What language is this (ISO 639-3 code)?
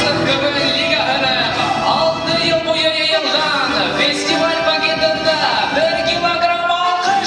bak